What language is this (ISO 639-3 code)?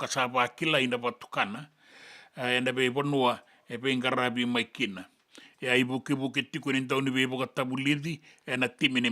fij